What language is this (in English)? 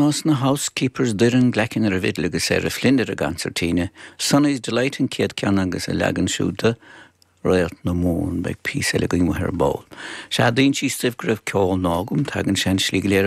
Irish